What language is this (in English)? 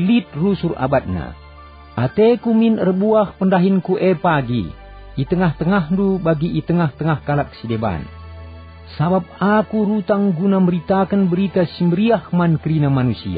Batak Karo